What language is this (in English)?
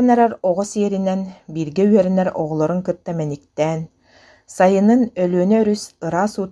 Yakut